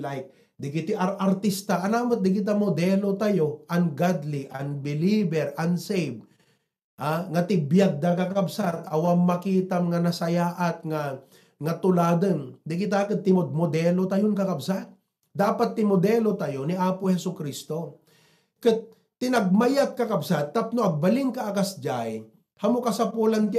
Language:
Iloko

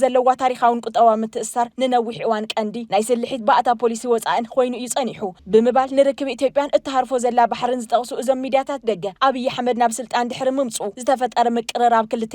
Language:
Tigrinya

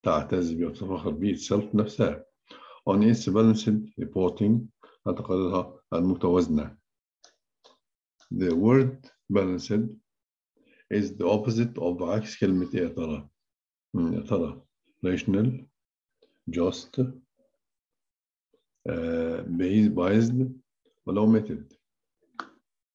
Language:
Egyptian Arabic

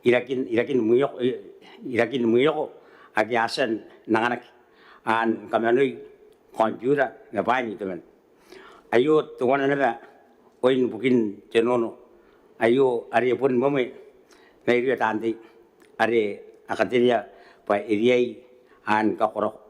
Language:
Gilbertese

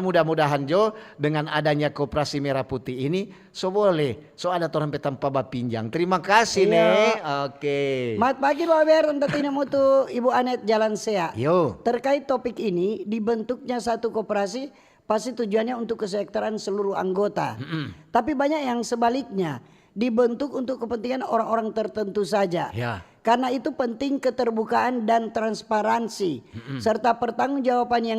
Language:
Manado Malay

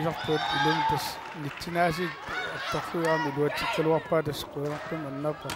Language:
Kalaallisut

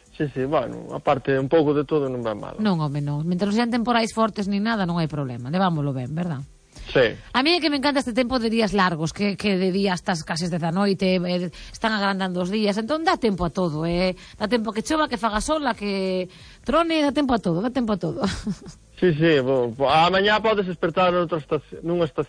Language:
Galician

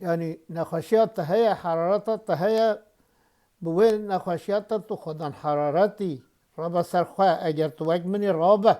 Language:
Kurdish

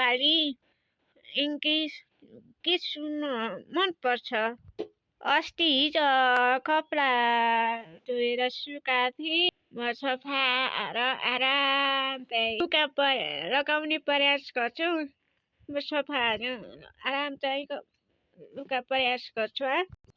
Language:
Nepali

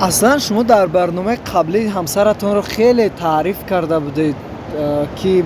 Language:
Tajik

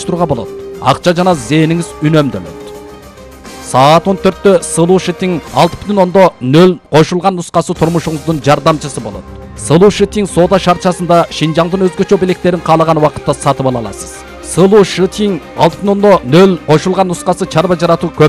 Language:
Kyrgyz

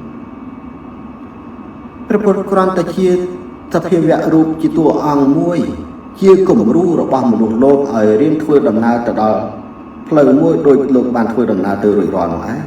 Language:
Khmer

